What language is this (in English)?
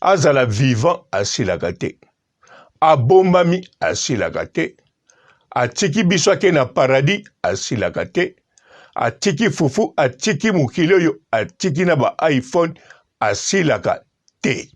Lingala